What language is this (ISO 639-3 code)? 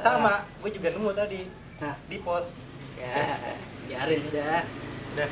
bew